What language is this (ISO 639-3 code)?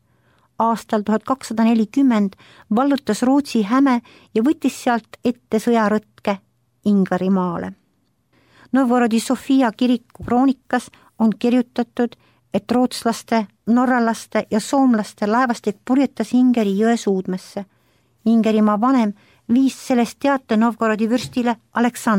est